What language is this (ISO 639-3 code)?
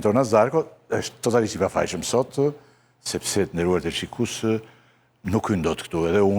sqi